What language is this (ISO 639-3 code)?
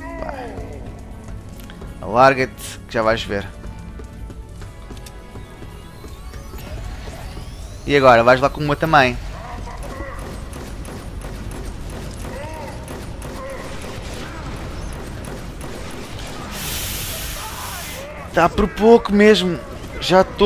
por